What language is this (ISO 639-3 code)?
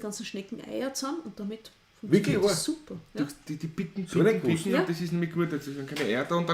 bar